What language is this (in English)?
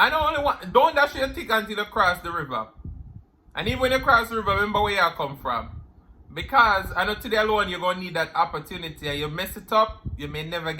Jamaican Creole English